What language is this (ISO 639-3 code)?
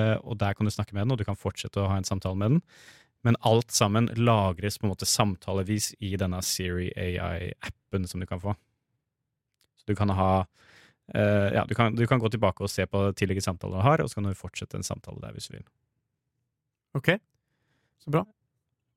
nor